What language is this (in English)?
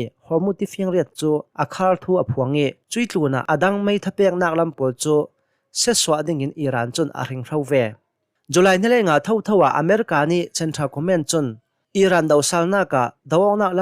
Hakha Chin